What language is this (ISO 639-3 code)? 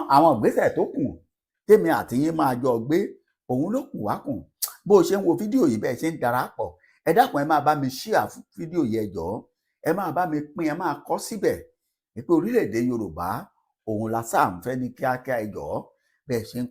yor